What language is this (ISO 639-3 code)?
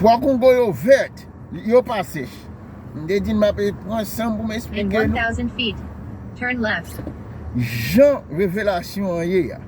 hat